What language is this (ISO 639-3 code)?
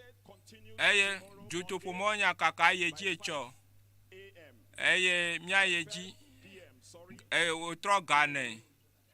ewe